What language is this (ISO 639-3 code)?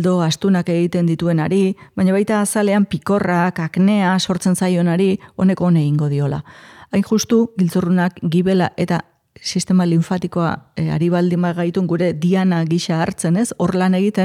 eus